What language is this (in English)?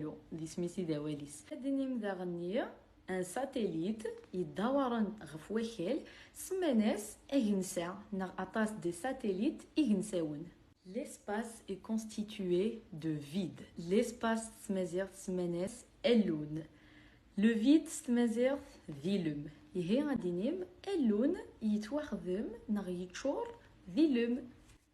Kabyle